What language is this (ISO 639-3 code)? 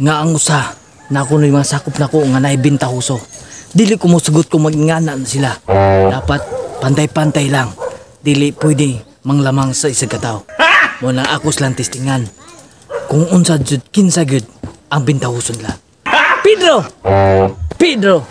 ceb